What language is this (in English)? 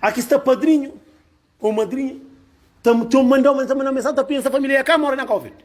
Kabuverdianu